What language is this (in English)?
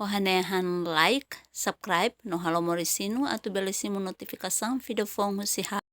Tetum